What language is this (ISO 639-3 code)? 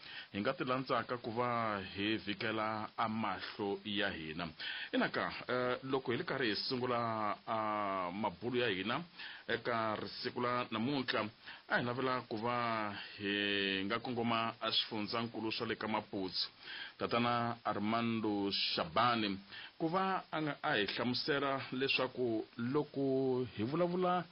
tso